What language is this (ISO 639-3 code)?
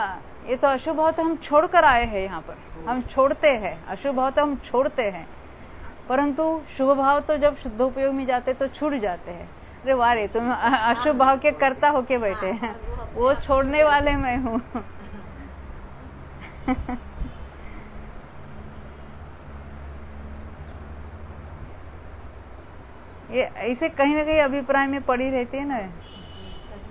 hin